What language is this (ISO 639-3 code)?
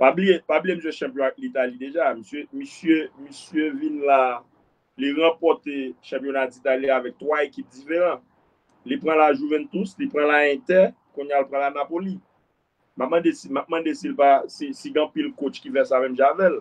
hat